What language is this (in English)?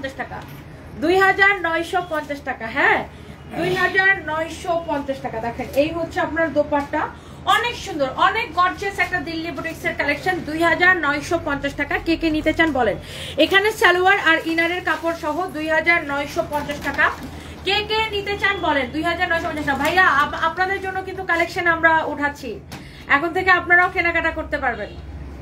Bangla